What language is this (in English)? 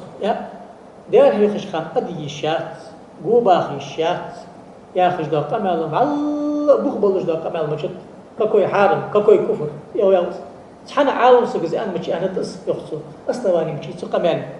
Ingush